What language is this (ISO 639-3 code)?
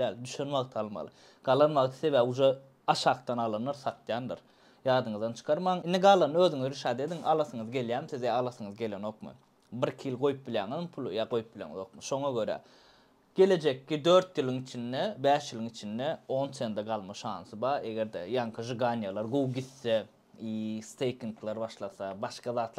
tuk